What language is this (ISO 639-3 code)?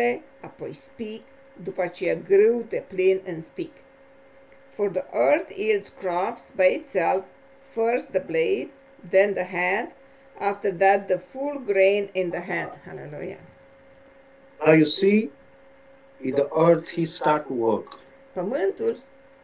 ron